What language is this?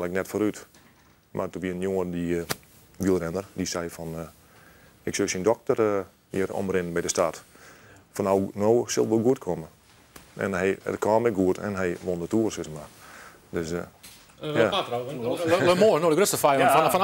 Western Frisian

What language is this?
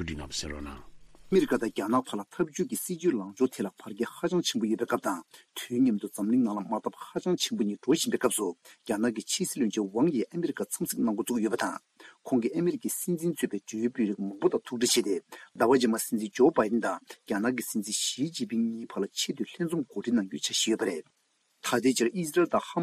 Tibetan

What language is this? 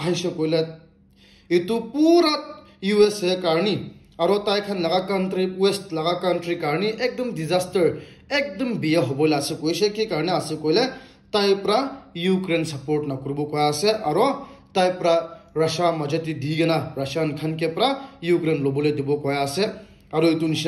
Naga Pidgin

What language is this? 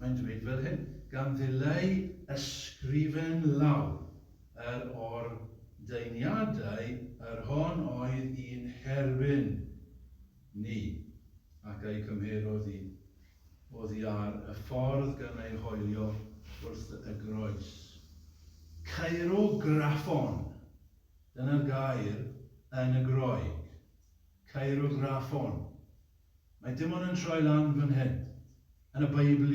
Welsh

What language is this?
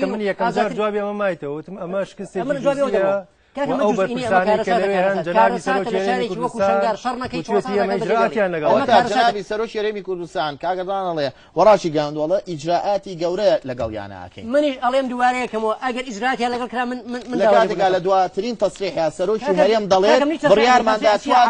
Central Kurdish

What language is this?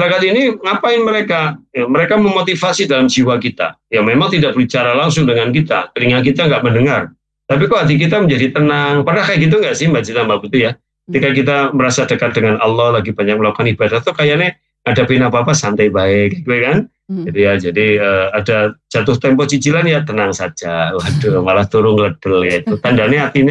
Indonesian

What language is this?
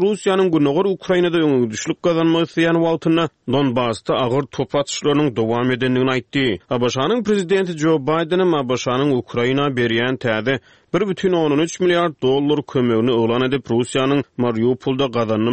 Turkmen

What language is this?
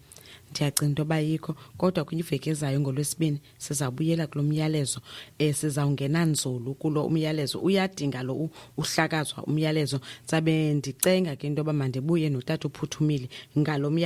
Xhosa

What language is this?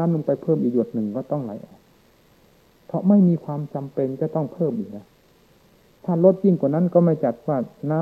Thai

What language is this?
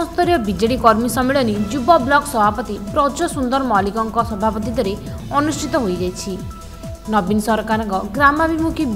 Odia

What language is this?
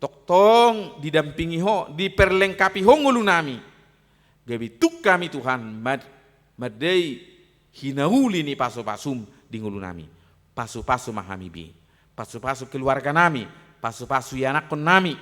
Batak Toba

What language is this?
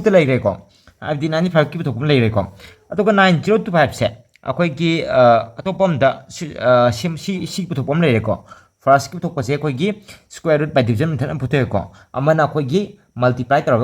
Manipuri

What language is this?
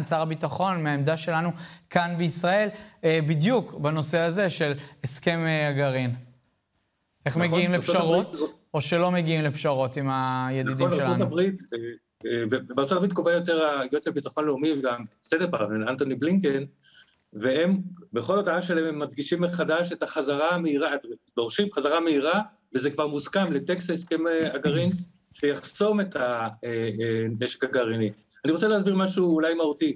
Hebrew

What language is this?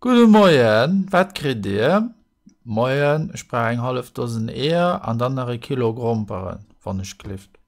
Luxembourgish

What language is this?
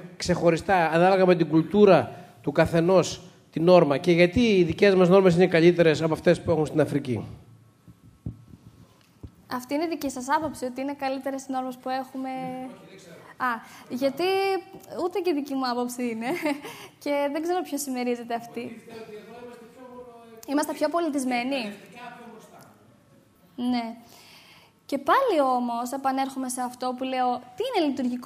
Greek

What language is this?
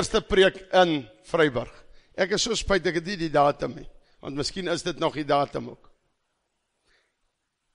Afrikaans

